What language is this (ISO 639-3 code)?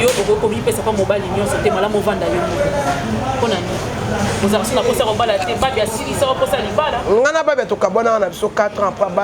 lin